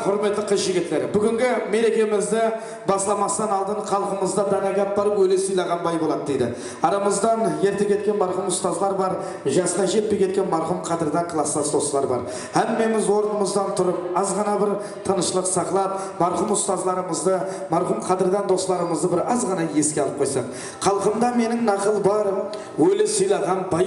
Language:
Kara-Kalpak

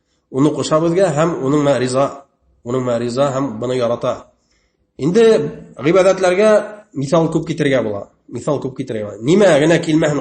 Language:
Bashkir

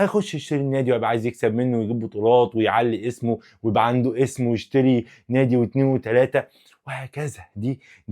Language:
Egyptian Arabic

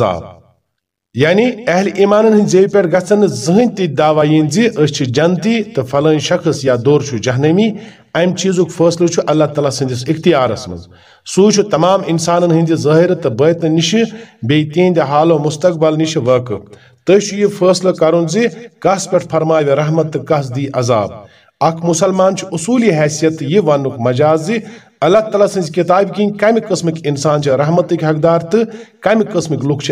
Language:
Kashmiri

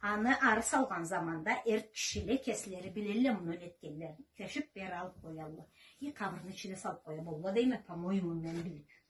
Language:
Karachay-Balkar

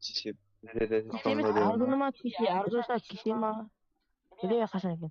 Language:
Kara-Kalpak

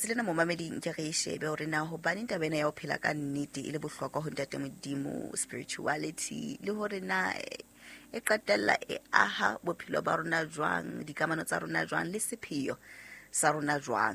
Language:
Southern Sotho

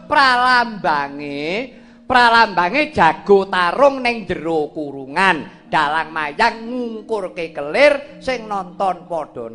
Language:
Javanese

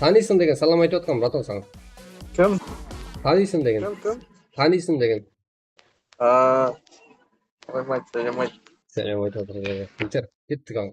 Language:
Kara-Kalpak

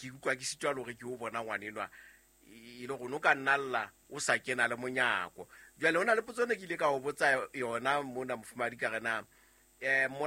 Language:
Southern Sotho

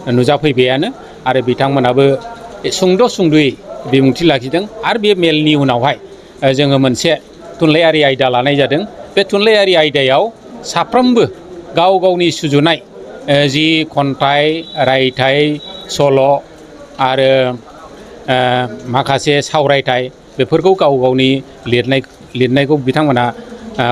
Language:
Bodo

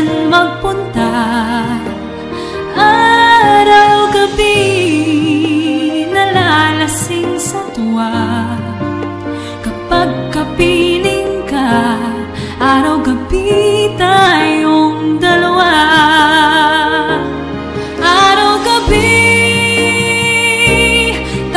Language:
Filipino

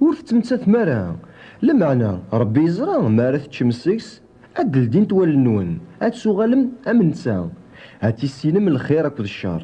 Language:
Kabyle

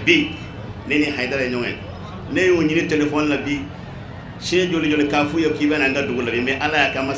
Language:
Bambara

